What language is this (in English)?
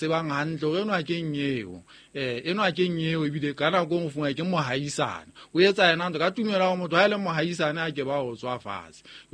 Southern Sotho